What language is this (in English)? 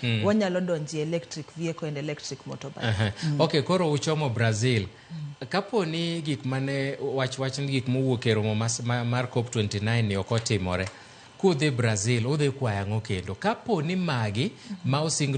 Luo (Kenya and Tanzania)